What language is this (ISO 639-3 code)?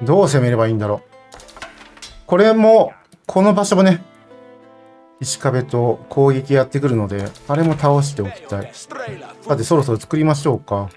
jpn